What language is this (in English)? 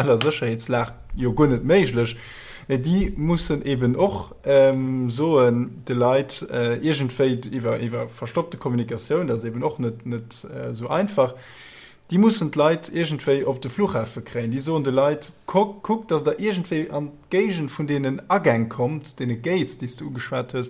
Luxembourgish